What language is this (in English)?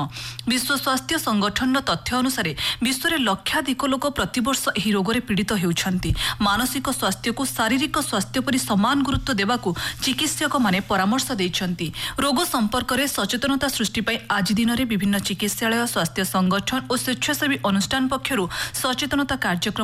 Odia